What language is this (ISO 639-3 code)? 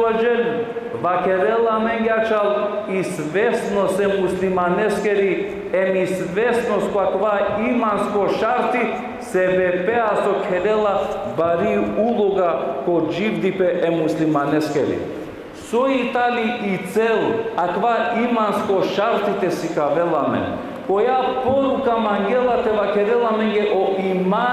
rmn